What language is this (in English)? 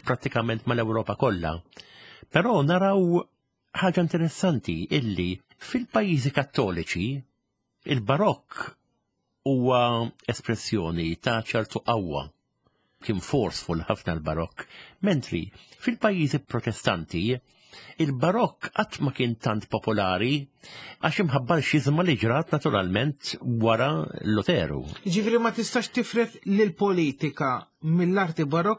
Maltese